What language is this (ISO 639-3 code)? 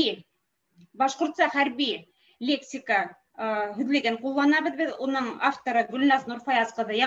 bak